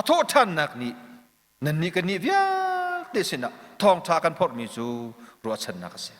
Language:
Hakha Chin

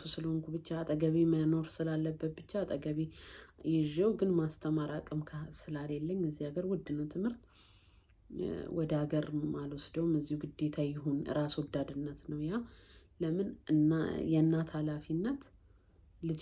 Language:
Amharic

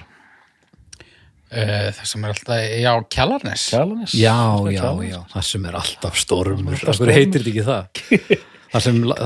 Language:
Icelandic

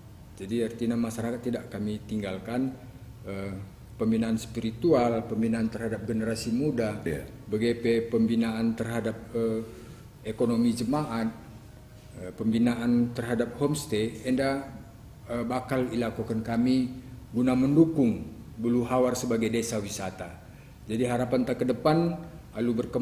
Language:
Batak Karo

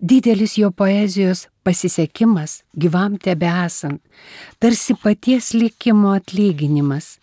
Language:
Lithuanian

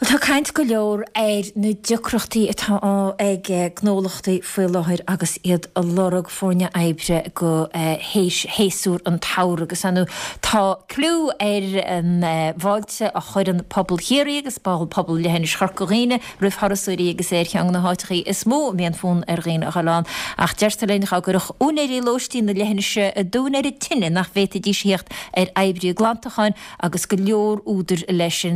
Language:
Irish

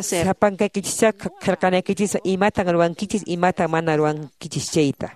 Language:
Quechua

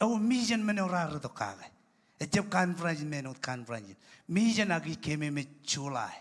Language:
Marshallese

